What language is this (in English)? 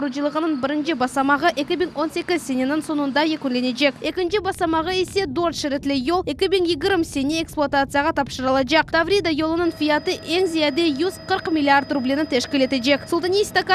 Crimean Tatar